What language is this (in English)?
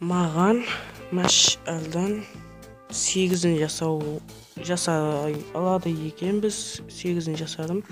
Kara-Kalpak